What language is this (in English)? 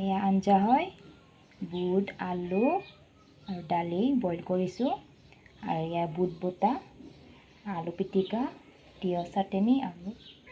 Assamese